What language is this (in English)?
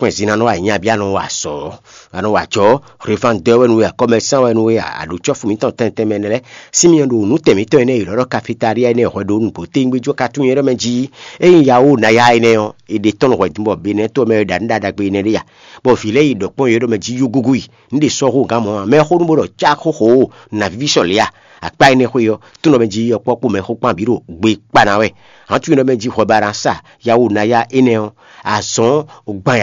Fon